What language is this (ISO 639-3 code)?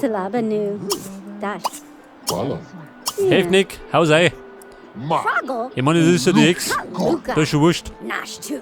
bar